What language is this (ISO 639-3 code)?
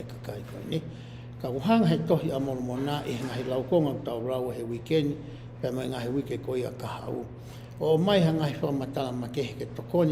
ton